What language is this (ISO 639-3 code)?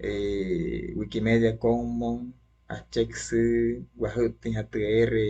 guc